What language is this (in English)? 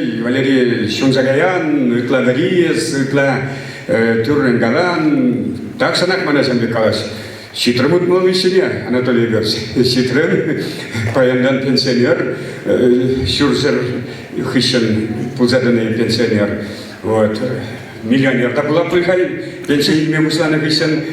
Chuvash